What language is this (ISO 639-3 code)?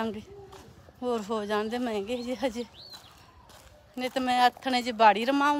pan